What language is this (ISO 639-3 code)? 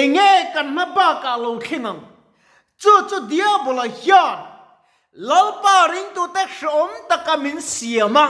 lus